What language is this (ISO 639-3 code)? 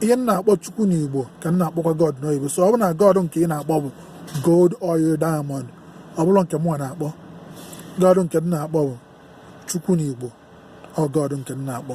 ibo